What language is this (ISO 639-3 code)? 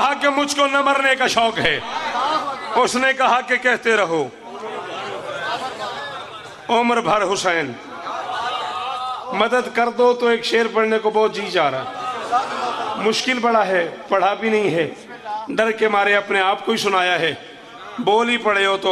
urd